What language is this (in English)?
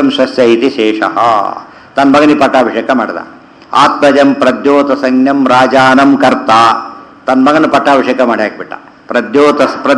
Kannada